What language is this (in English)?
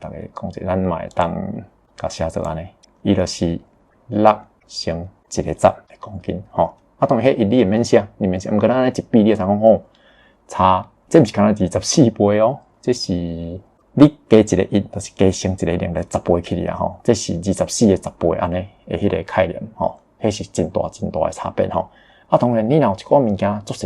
Min Nan Chinese